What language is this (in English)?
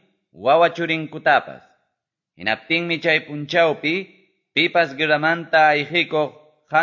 Quechua